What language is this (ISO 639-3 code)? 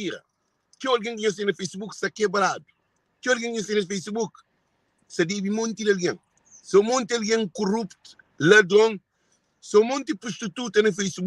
kea